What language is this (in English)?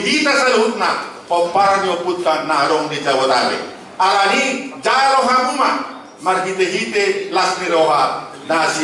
Batak Toba